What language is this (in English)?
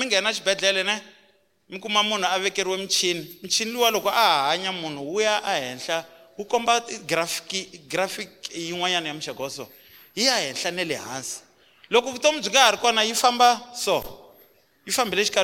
Tsonga